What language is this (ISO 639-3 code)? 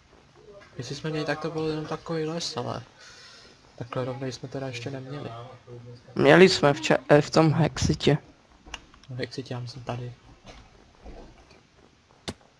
ces